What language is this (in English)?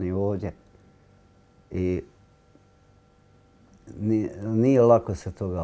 Bosnian